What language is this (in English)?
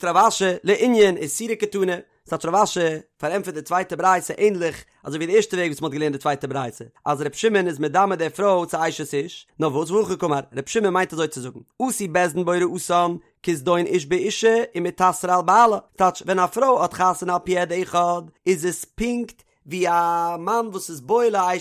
Yiddish